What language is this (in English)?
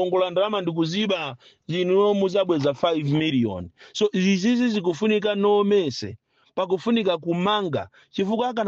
Nyanja